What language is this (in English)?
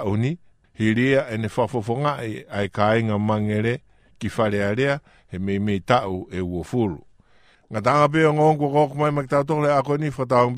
Tongan